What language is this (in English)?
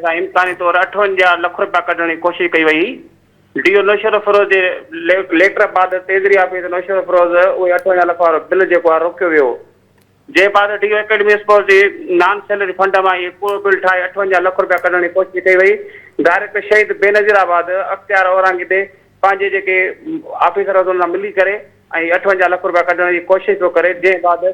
Sindhi